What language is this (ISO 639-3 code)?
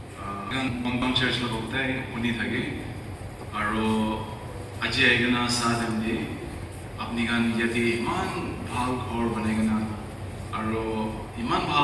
nag